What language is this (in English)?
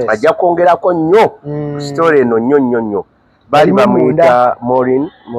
Ganda